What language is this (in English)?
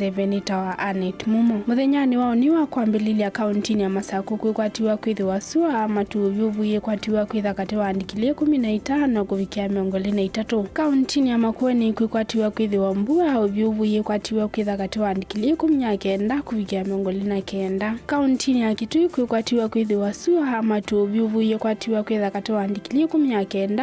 Kamba